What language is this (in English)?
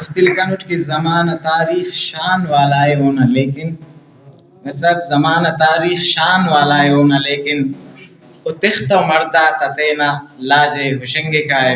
Brahui